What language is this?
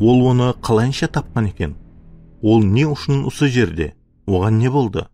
Kara-Kalpak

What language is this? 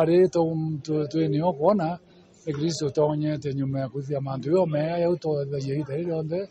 Meru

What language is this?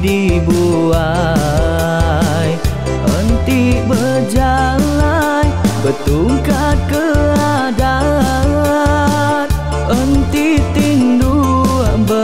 Iban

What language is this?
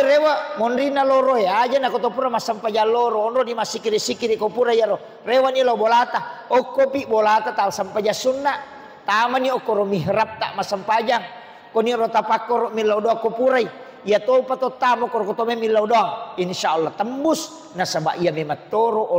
Buginese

